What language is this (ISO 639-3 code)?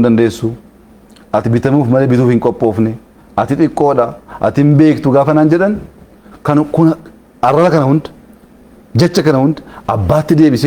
orm